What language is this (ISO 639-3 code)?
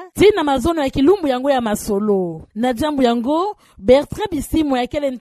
ktu